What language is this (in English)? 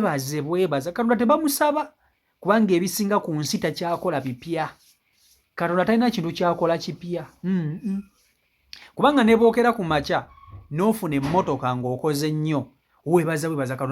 Ganda